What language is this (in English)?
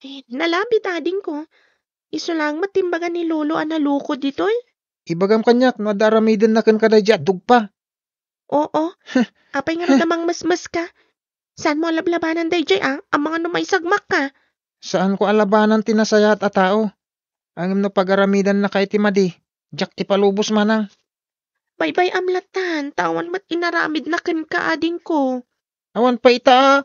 Iloko